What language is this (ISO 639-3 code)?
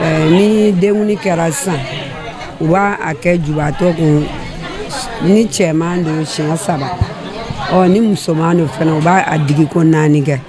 bam